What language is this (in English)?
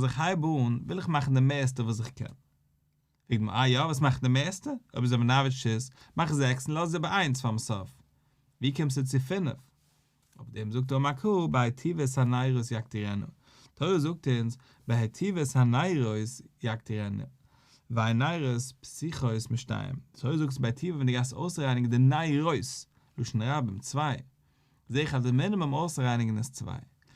Yiddish